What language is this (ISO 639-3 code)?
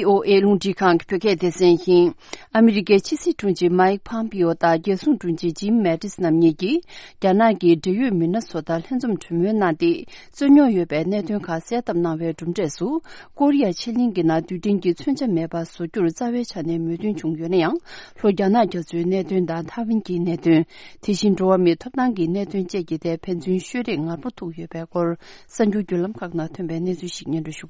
bod